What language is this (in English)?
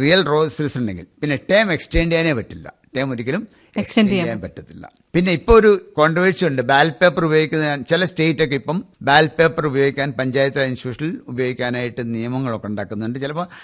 Malayalam